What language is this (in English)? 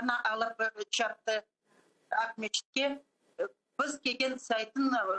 Crimean Tatar